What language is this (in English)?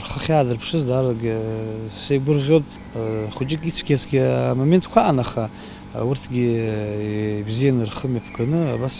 Abkhazian